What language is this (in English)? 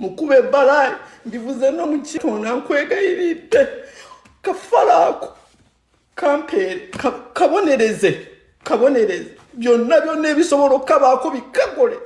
Kinyarwanda